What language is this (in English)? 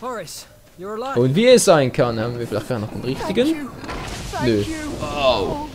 Swiss German